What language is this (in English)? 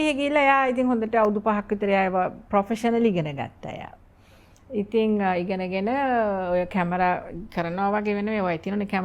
Sinhala